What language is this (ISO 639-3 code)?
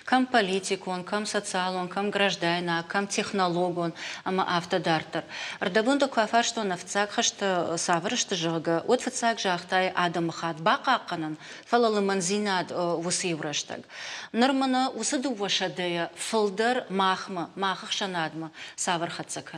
oss